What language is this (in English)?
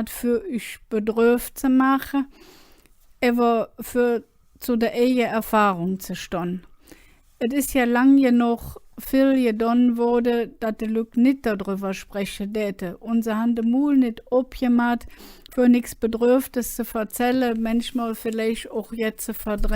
Colognian